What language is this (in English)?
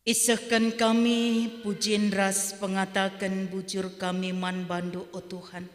Batak Karo